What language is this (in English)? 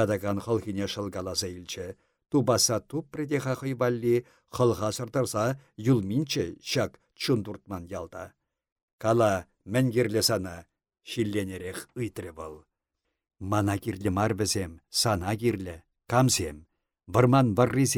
Chuvash